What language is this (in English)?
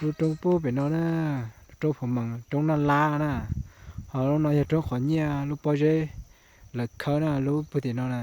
Hmong